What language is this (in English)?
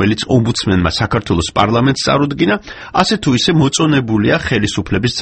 Georgian